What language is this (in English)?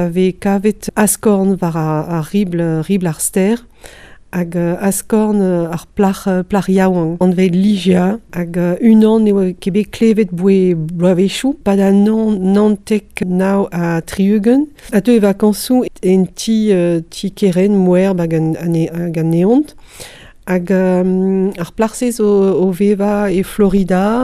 Breton